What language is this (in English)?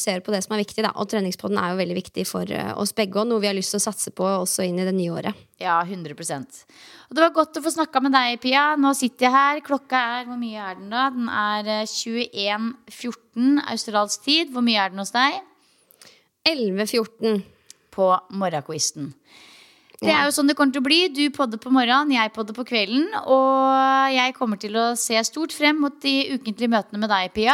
Norwegian